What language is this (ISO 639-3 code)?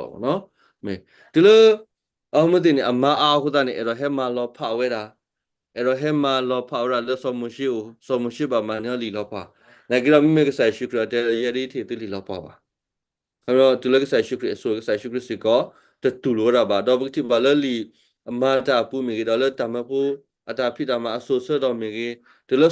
ksw